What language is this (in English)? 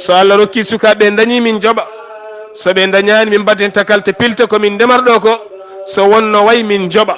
Fula